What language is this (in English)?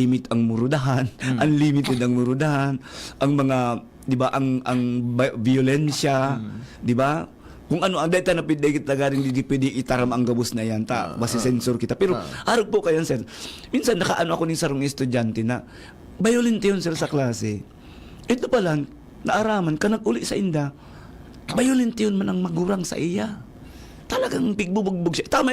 Bikol